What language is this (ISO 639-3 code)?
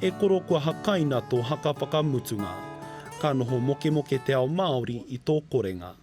mri